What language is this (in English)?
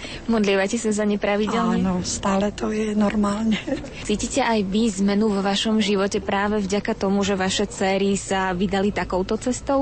Slovak